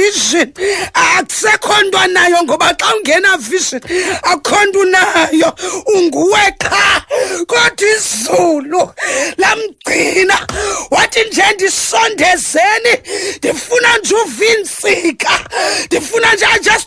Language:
Xhosa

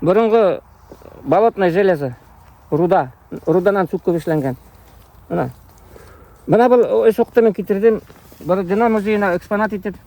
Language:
Bashkir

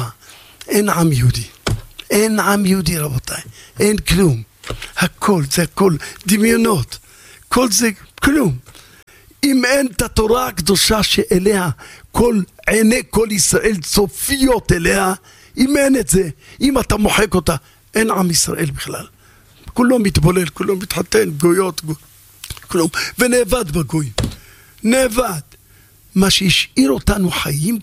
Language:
Hebrew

